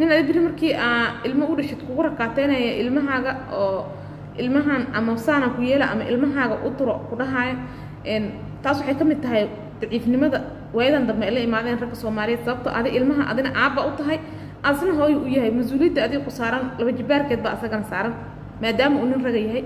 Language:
Somali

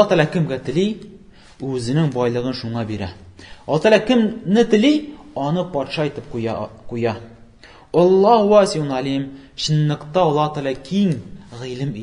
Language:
Tatar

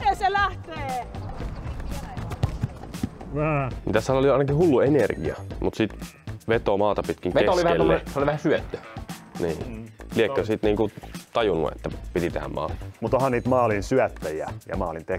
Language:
Finnish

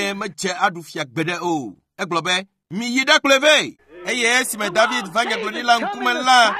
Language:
Ewe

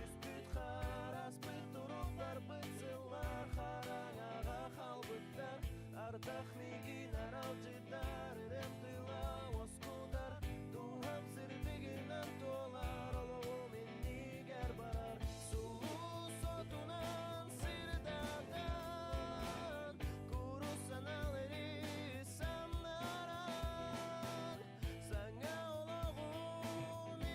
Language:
Yakut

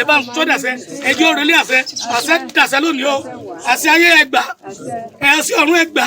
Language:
Yoruba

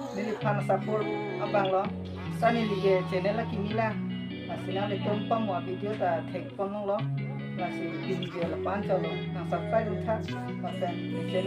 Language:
Karbi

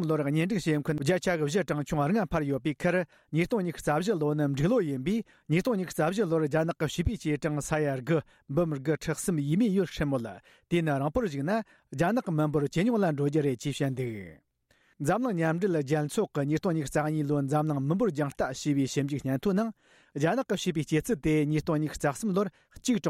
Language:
Tibetan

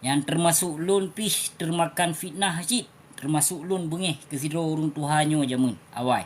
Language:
Achinese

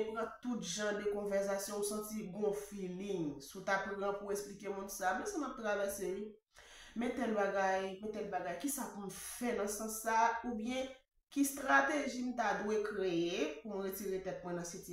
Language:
Haitian Creole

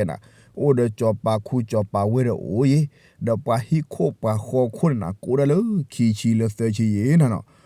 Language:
S'gaw Karen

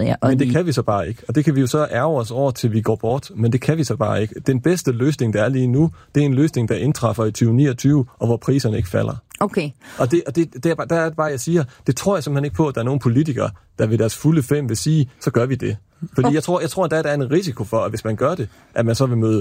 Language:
Danish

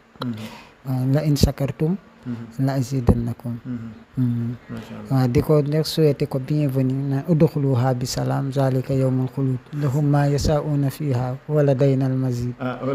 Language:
Wolof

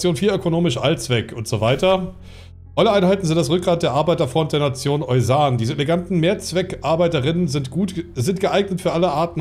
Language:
German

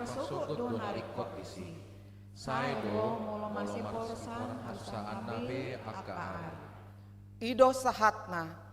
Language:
Batak Toba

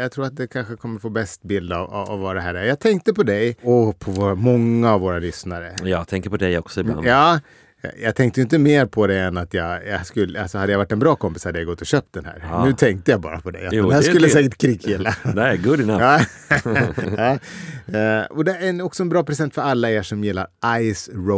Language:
Swedish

